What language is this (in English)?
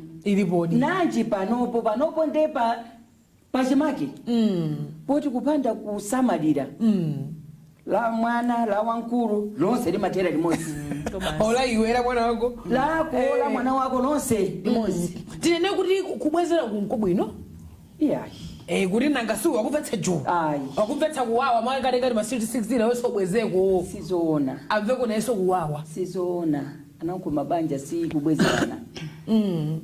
Nyanja